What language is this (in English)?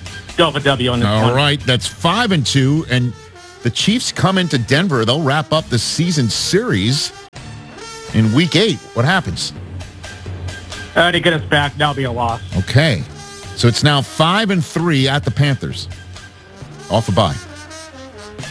English